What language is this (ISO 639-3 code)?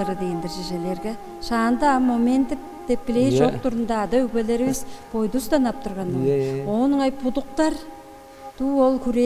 tyv